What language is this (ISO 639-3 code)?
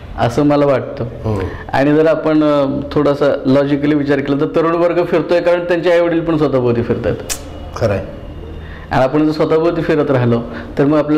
mar